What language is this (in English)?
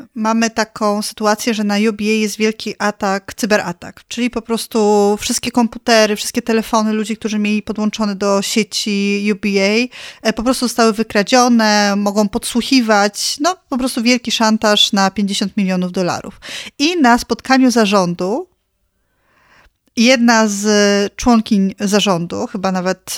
Polish